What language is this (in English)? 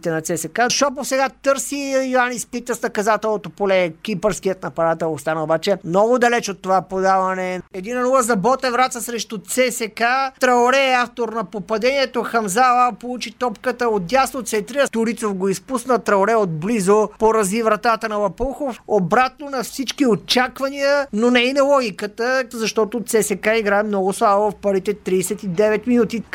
Bulgarian